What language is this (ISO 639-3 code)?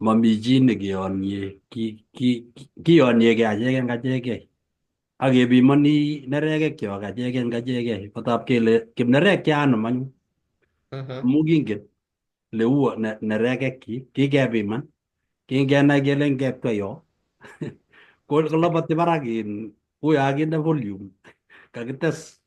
kln